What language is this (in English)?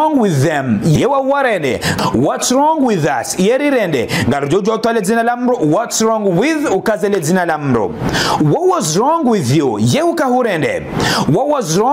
Ngazidja Comorian